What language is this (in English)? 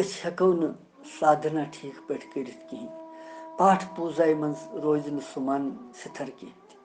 Kashmiri